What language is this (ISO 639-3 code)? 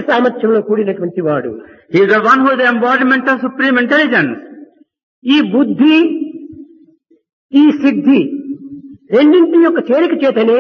tel